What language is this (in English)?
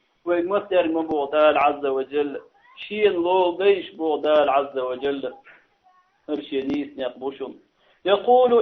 Chechen